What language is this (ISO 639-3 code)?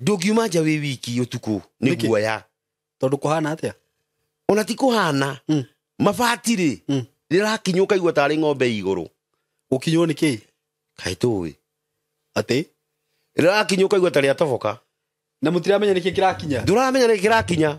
kik